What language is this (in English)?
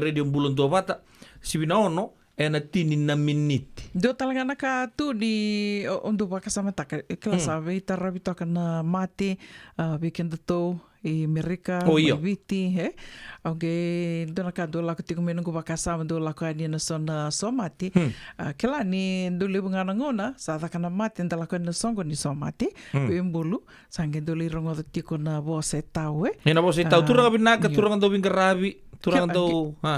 Fijian